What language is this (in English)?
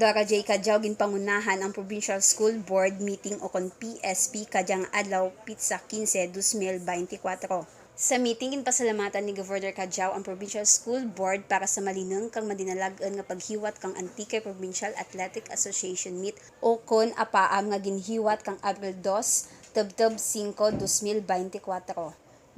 Kinaray-a